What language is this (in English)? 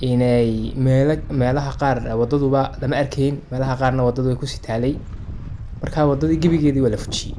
Somali